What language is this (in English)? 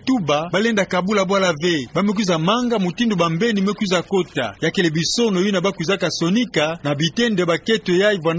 Kituba (Democratic Republic of Congo)